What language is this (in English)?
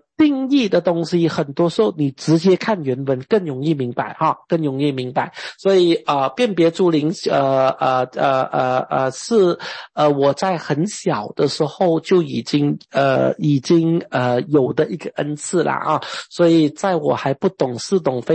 Chinese